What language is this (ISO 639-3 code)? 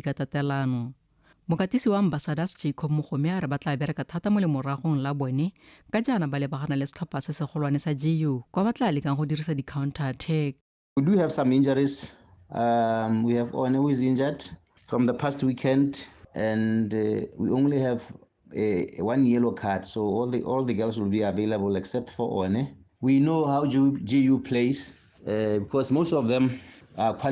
tsn